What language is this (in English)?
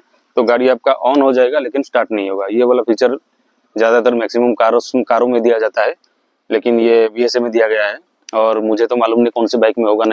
Hindi